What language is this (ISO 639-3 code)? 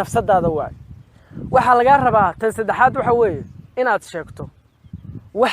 som